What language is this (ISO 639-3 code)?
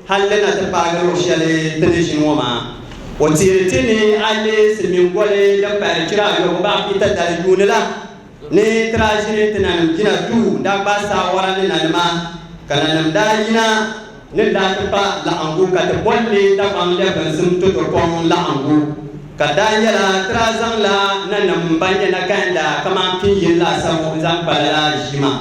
dag